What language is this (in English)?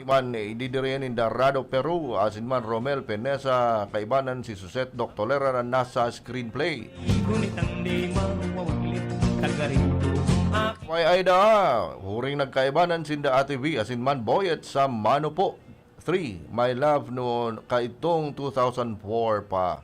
Bikol